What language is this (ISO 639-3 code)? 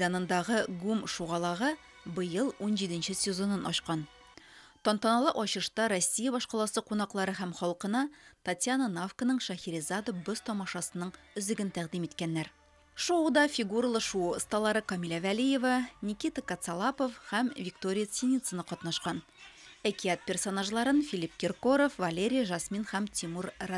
tat